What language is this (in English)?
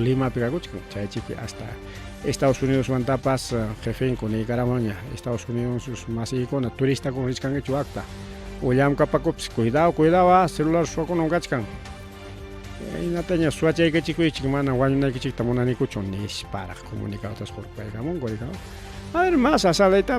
Ayacucho Quechua